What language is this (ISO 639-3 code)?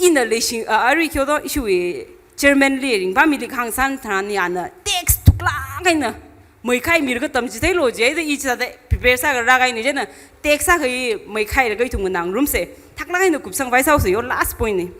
nmf